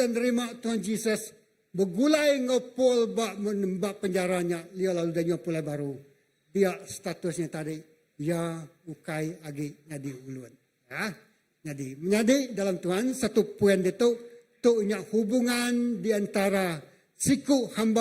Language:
Iban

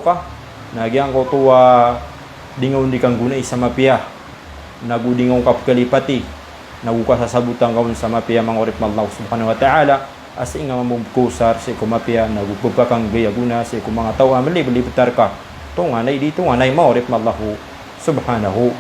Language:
Maranao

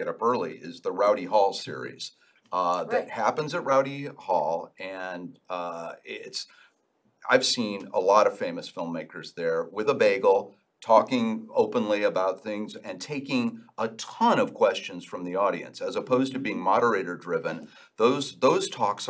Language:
English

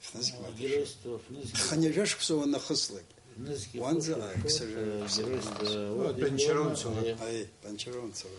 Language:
Abkhazian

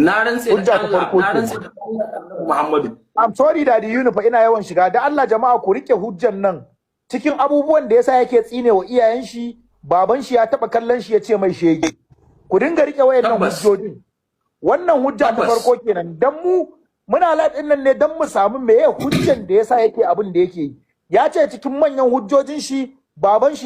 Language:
Hausa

